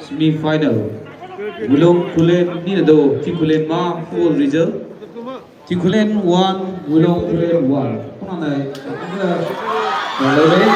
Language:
Maram Naga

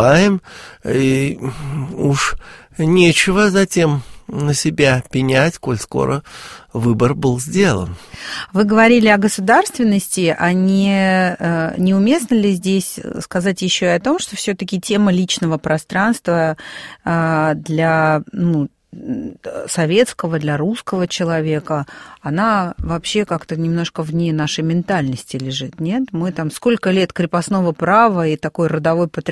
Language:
Russian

